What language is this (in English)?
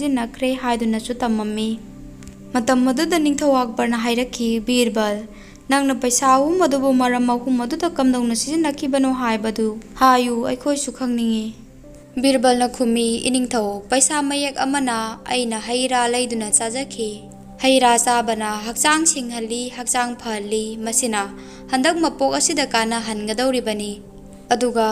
Manipuri